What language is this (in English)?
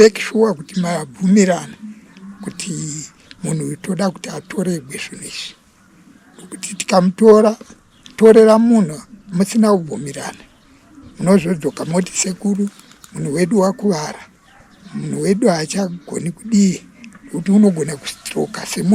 Shona